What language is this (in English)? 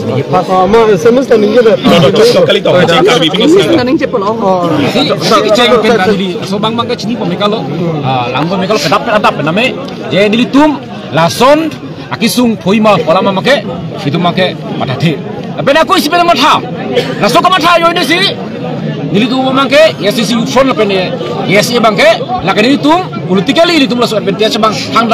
Karbi